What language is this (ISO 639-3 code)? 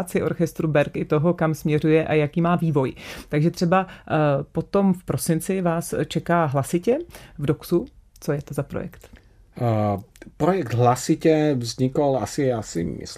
ces